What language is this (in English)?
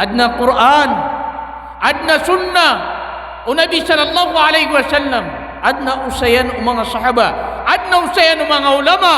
Maranao